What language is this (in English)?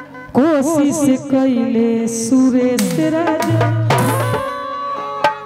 Bhojpuri